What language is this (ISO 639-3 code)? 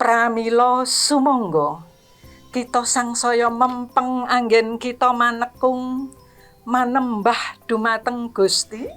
jav